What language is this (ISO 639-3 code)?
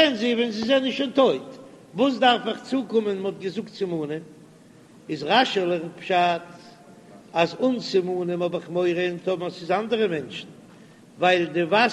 yid